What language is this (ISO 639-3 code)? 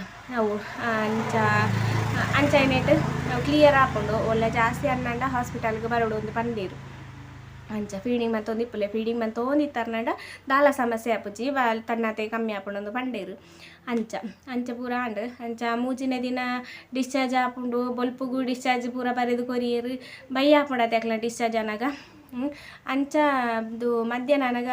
tcy